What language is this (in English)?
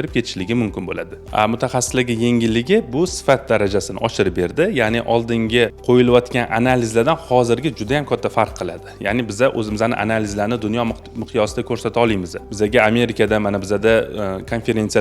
Uzbek